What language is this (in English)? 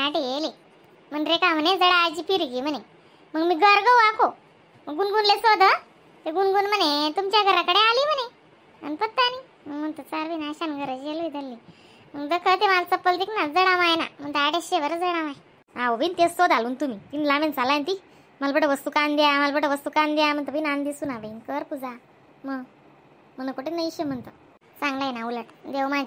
Khandesi